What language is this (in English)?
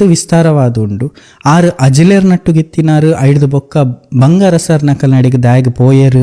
Tulu